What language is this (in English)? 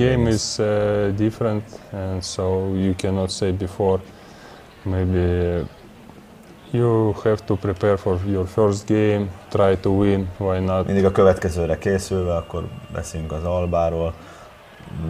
Hungarian